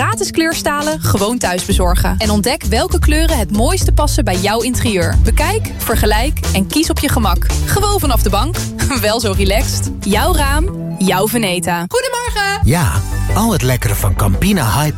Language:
Dutch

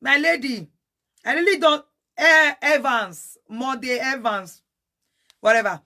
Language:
Nigerian Pidgin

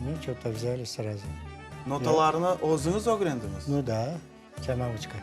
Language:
Crimean Tatar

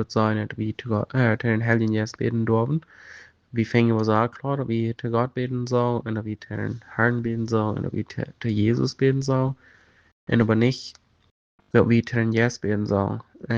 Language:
Plautdietsch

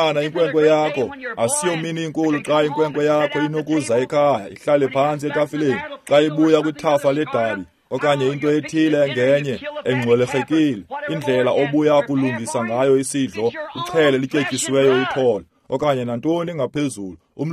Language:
Xhosa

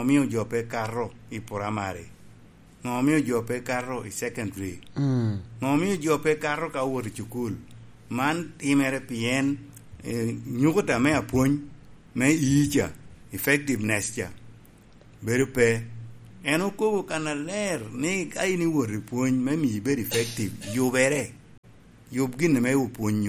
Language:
Lango (Uganda)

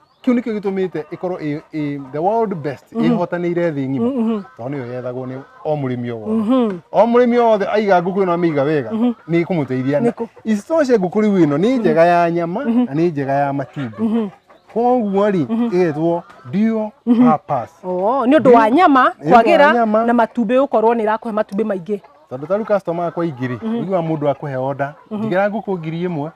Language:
Kikuyu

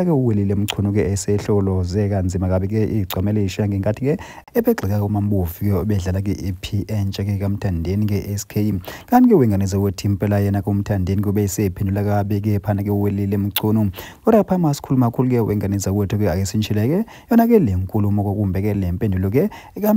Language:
Zulu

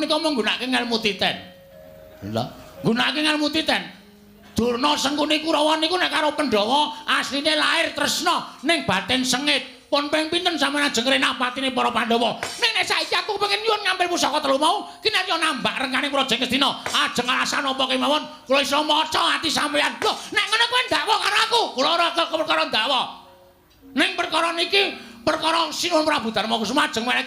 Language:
Javanese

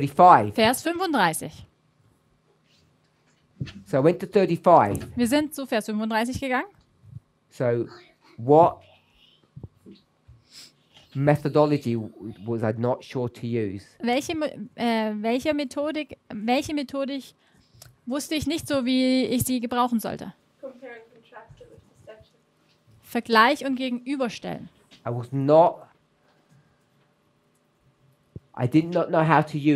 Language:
German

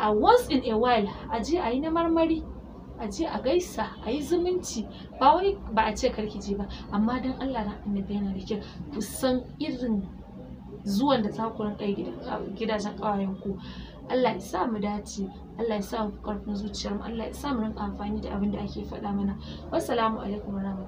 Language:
Hausa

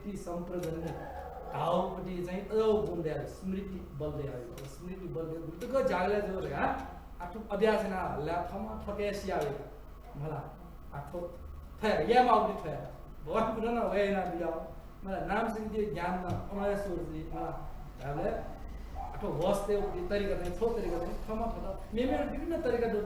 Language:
Newari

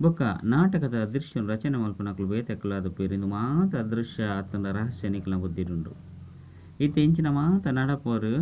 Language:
Tulu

